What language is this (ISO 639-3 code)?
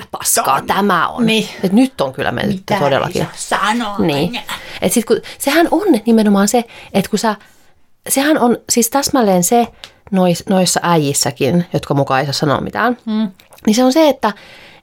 fin